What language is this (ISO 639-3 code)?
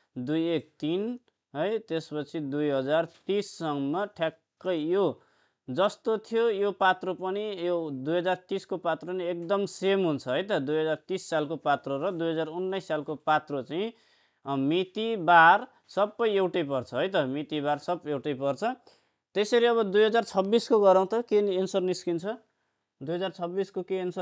nep